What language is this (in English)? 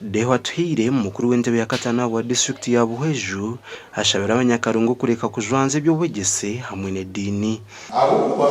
Nyankole